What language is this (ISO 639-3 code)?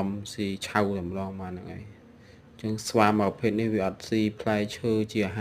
khm